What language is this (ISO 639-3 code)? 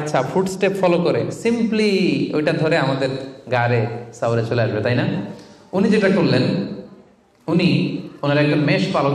ben